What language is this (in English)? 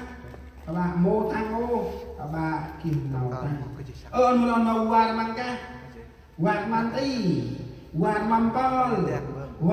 Central Mnong